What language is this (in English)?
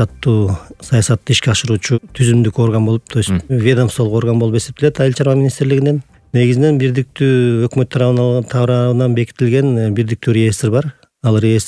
Kyrgyz